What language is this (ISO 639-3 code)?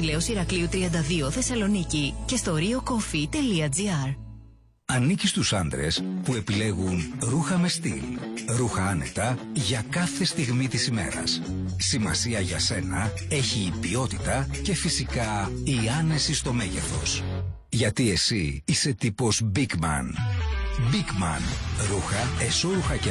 ell